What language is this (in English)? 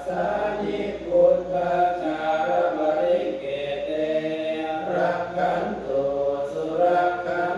Pali